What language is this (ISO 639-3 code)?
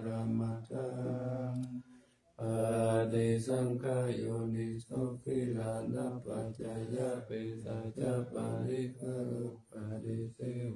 pli